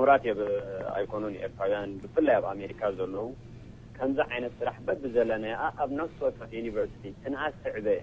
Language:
Tigrinya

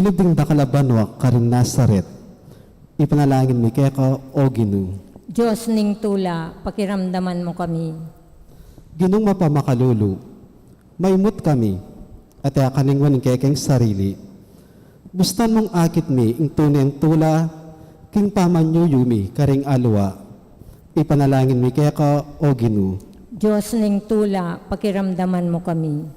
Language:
Pampanga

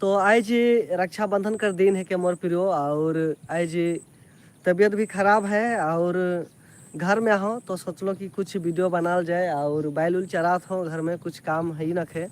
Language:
Sadri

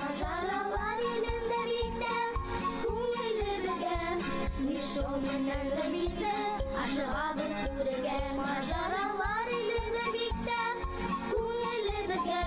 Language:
Bashkir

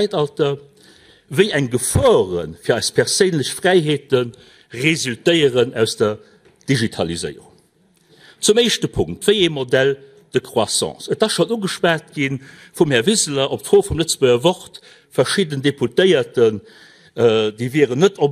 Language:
Luxembourgish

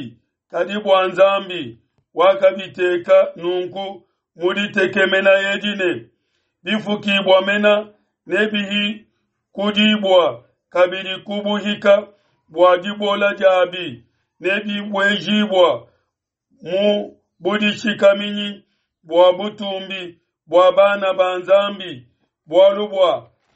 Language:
Luba-Lulua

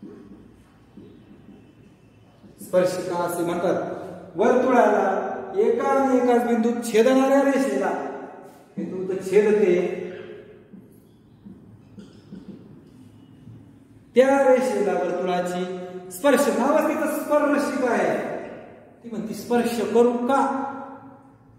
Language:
Marathi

